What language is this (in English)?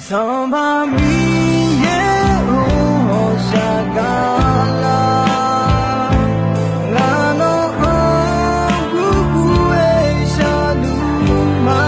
Akha